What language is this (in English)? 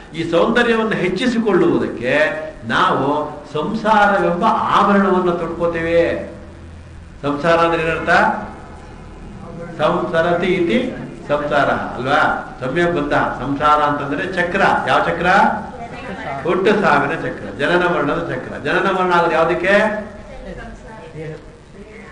Kannada